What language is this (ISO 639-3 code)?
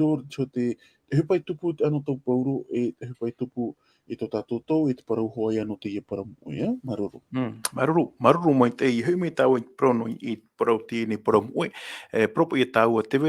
tah